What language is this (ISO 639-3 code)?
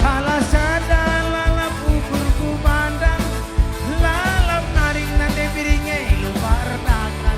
btx